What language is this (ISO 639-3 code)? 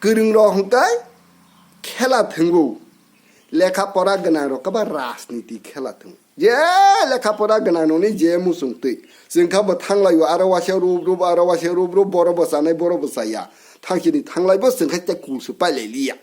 trp